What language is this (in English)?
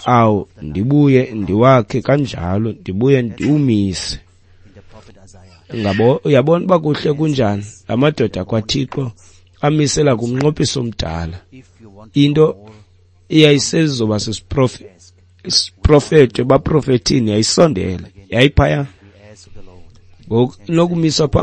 Xhosa